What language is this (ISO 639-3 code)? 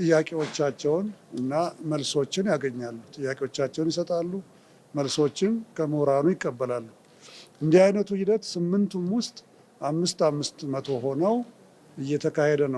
amh